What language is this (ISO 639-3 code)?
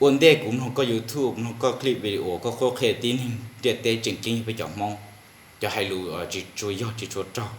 hmn